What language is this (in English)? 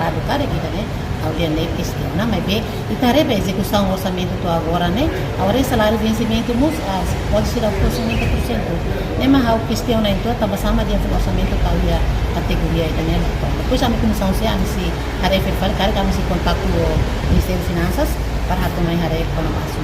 Tetum